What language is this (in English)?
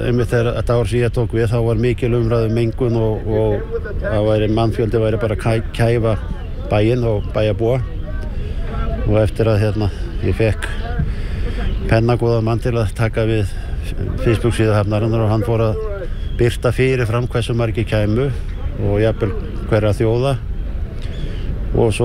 Icelandic